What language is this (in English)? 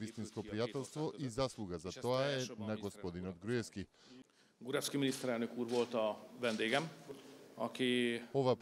Macedonian